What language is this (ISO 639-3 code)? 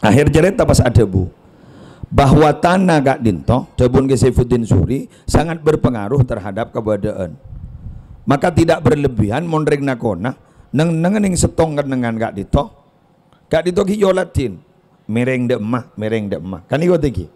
mad